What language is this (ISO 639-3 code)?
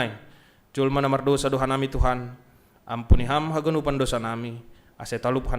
bts